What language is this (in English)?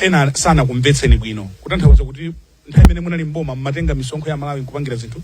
Nyanja